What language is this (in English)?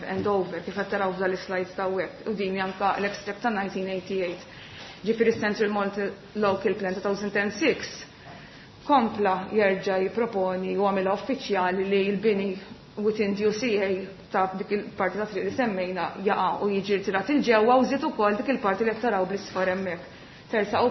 Maltese